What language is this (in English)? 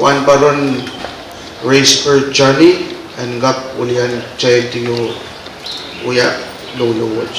Pohnpeian